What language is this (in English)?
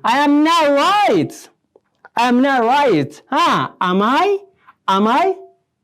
Oromo